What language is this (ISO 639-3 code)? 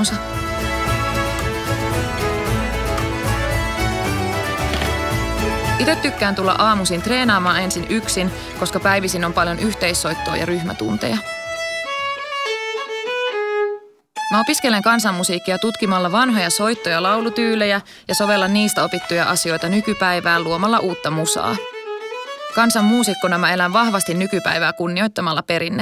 fin